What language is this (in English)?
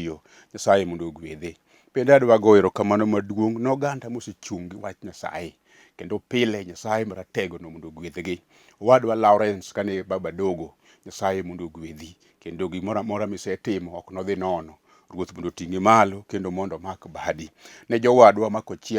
Luo (Kenya and Tanzania)